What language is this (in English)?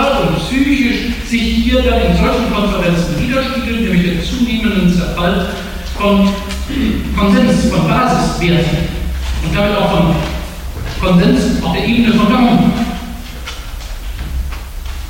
German